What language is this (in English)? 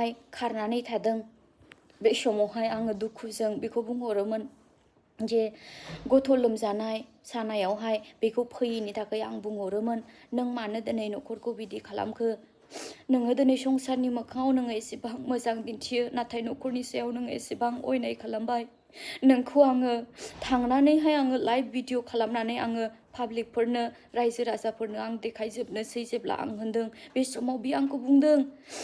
Bodo